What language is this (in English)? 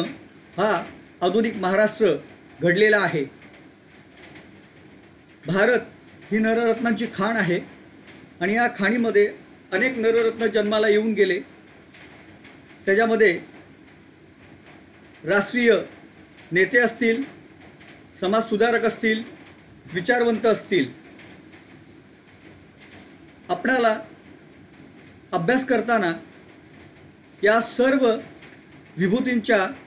Marathi